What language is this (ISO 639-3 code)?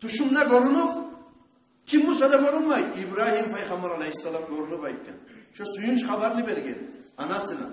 kum